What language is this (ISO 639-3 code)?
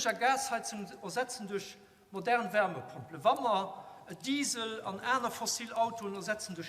ltz